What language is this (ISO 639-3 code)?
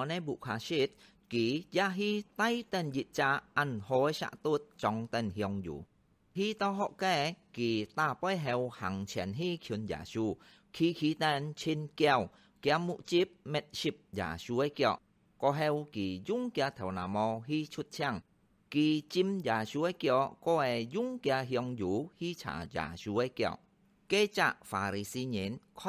hak